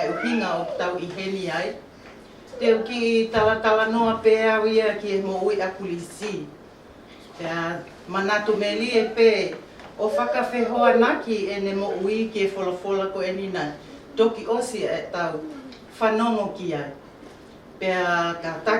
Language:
Tongan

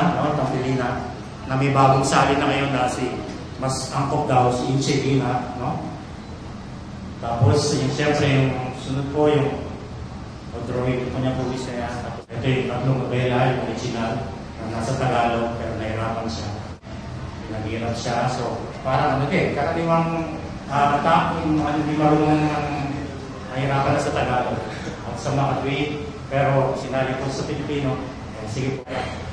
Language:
Filipino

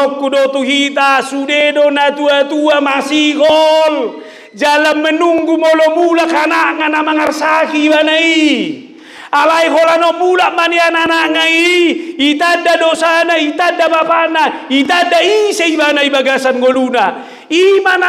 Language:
Batak Toba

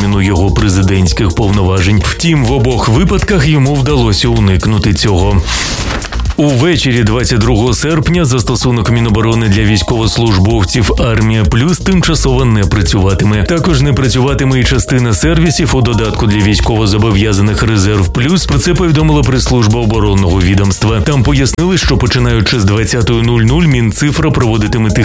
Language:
Ukrainian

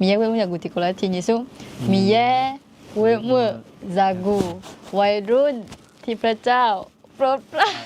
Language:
Akha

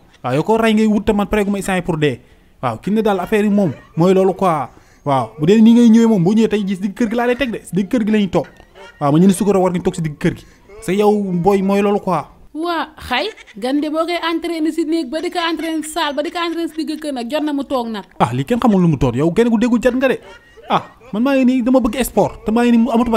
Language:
Wolof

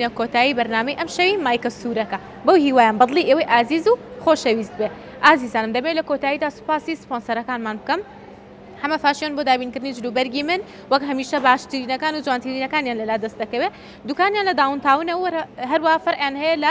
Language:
Central Kurdish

